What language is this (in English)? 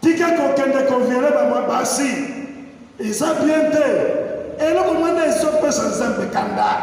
Lingala